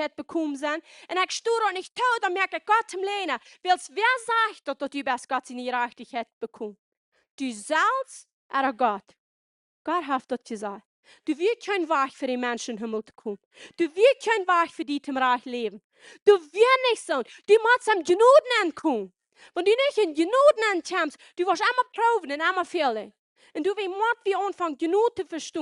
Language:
Plautdietsch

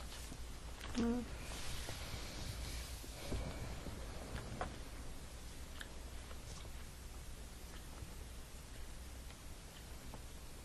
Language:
Estonian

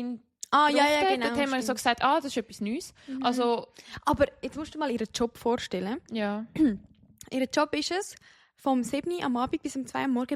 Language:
Swiss German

